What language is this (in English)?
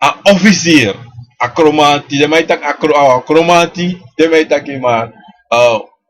Sranan Tongo